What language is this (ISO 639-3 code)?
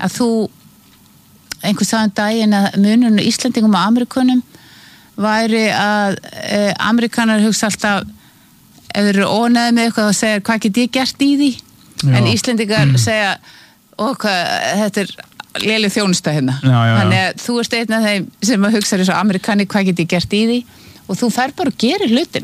isl